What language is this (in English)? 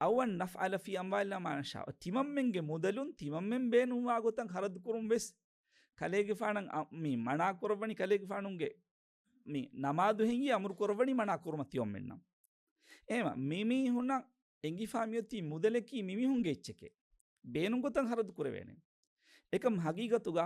Divehi